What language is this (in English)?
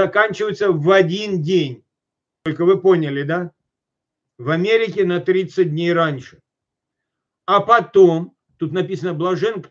Russian